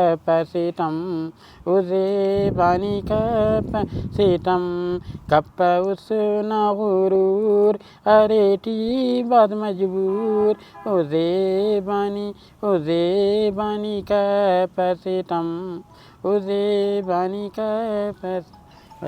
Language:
Brahui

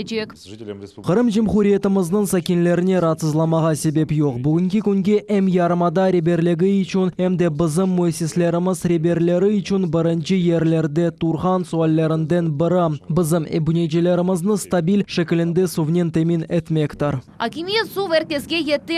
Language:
Crimean Tatar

